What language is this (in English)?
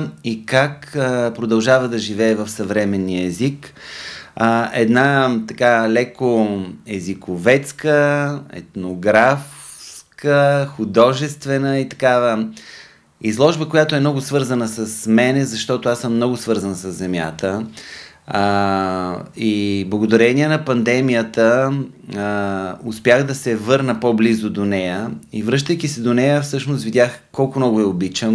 Bulgarian